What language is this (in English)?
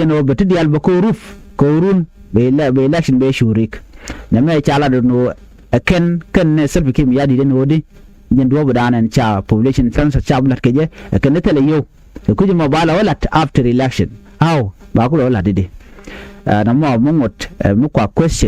Nuer